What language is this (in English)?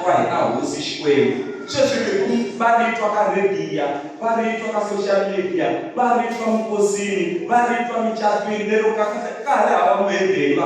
Tsonga